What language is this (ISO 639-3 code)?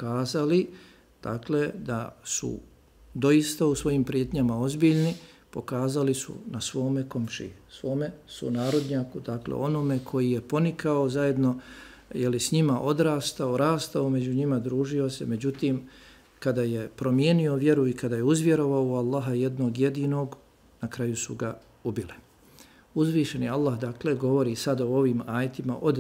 bos